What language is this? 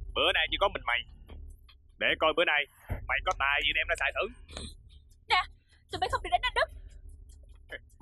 Vietnamese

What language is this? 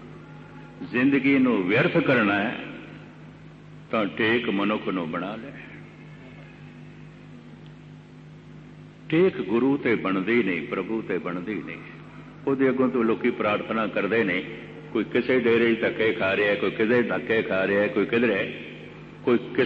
Punjabi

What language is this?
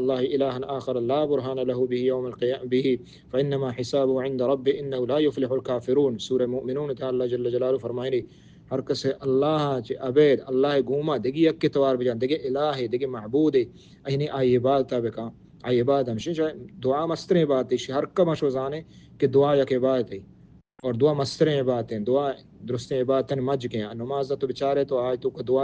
Baluchi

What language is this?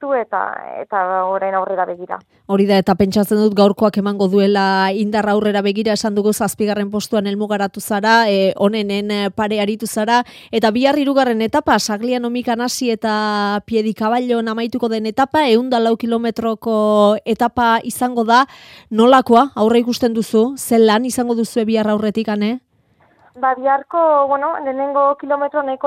Basque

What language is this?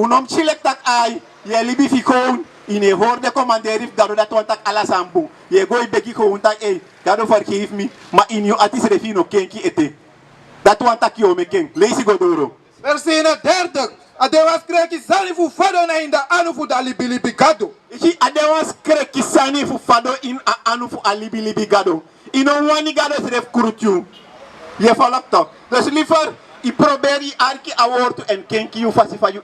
Sranan Tongo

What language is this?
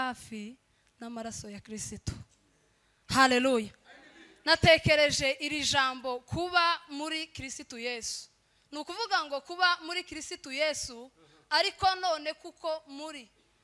Kinyarwanda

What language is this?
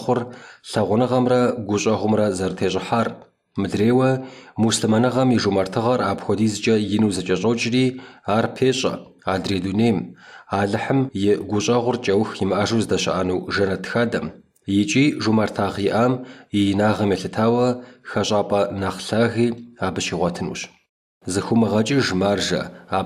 Kabardian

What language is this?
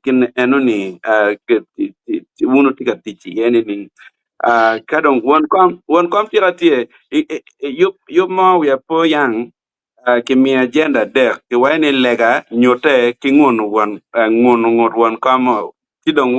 Acoli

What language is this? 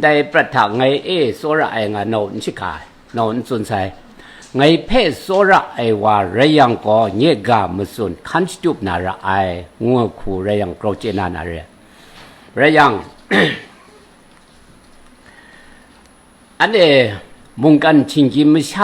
Kachin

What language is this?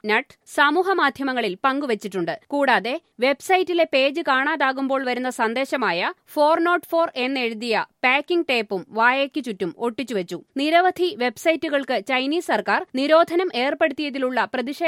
Malayalam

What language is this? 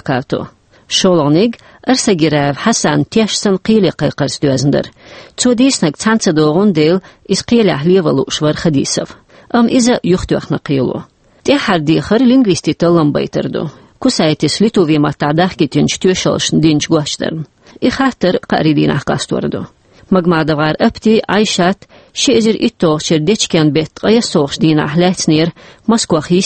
Chechen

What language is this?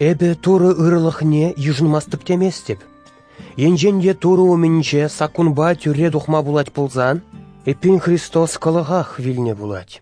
Chuvash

